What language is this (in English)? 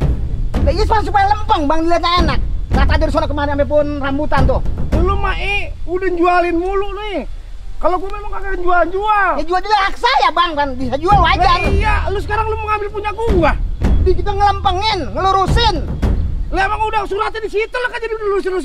Betawi